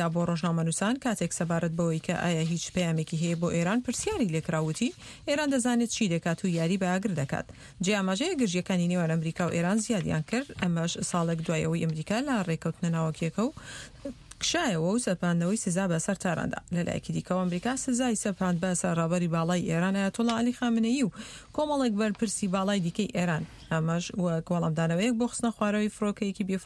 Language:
Central Kurdish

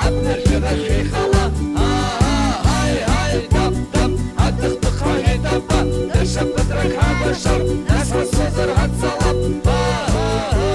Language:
Abkhazian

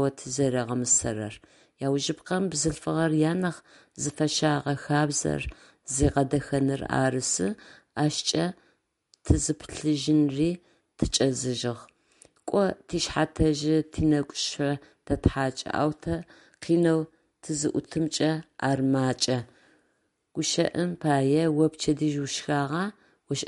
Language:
Adyghe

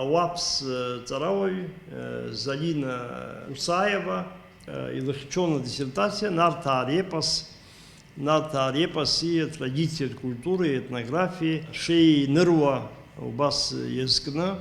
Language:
Abkhazian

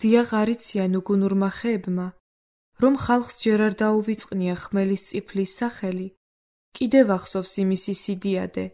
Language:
Georgian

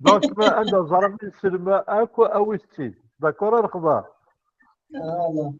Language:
Kabyle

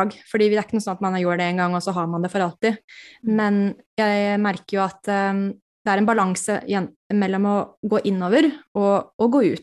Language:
Norwegian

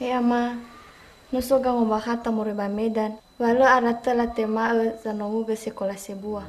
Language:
Nias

